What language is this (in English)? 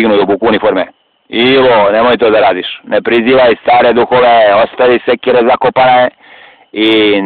Serbian